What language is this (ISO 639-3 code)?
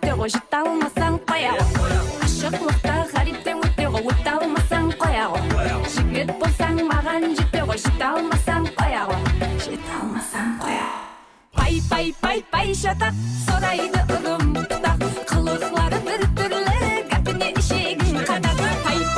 kaa